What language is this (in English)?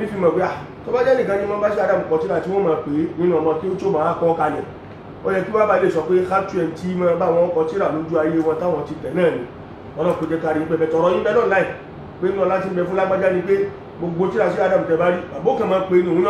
Yoruba